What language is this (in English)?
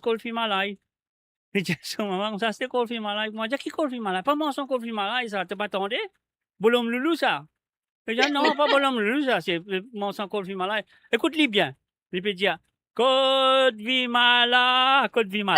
Morisyen